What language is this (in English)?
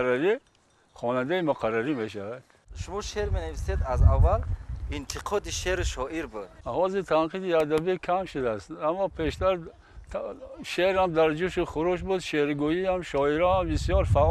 Tajik